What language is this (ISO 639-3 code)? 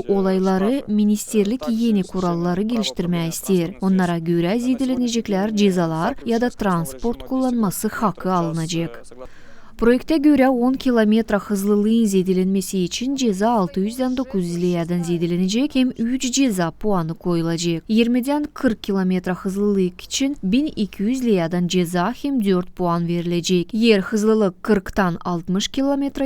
gag